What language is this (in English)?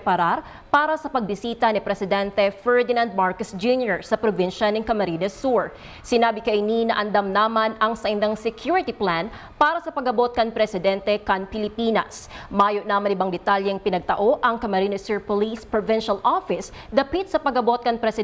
Bikol